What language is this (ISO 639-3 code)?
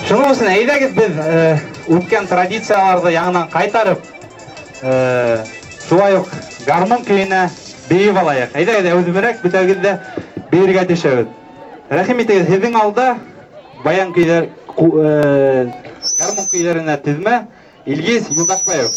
bak